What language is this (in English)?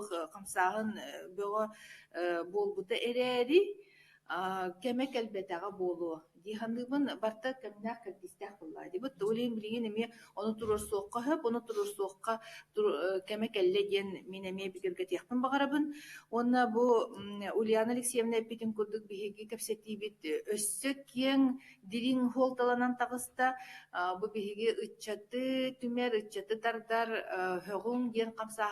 Yakut